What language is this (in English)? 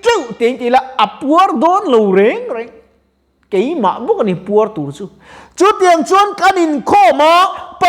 Mizo